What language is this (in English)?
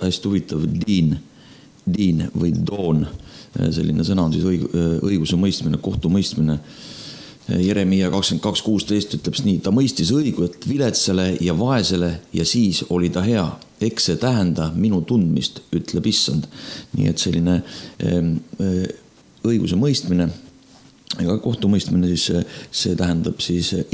Estonian